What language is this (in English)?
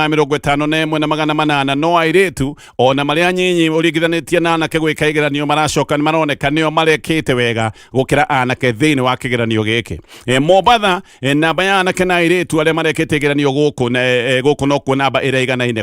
Kikuyu